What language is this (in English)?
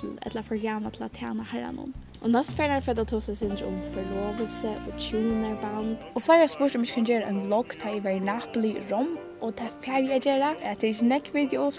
Faroese